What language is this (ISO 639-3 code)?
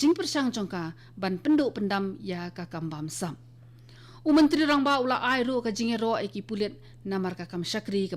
kha